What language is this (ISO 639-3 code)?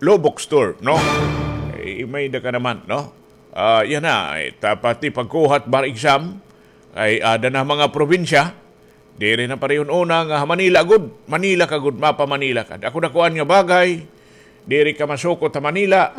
war